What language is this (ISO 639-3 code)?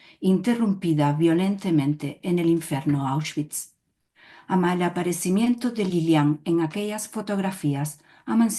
lad